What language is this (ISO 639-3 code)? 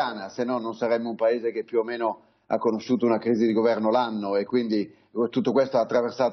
ita